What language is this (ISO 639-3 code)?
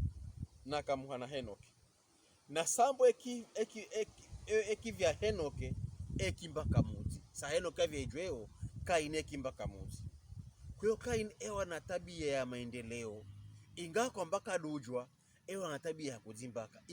pkb